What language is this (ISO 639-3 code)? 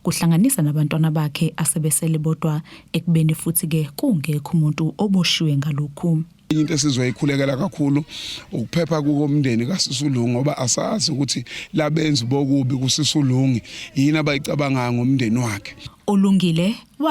zul